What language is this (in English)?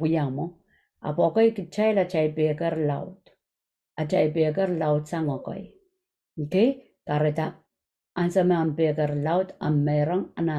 Pohnpeian